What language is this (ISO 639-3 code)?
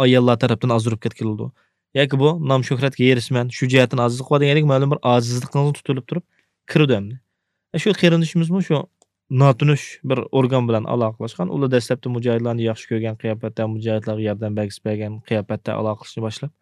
uig